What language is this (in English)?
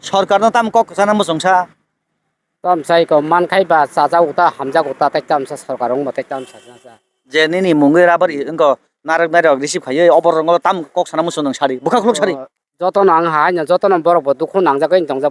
Kok Borok